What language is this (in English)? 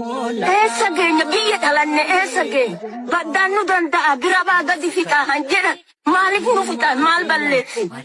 Oromo